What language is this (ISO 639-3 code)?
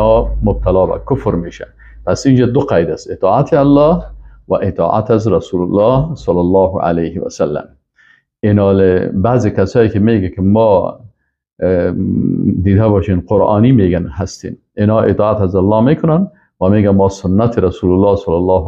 fas